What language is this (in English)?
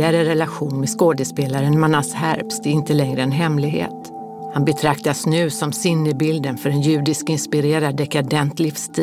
Swedish